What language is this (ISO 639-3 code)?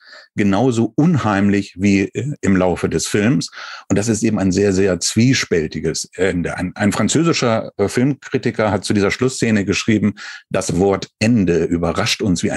deu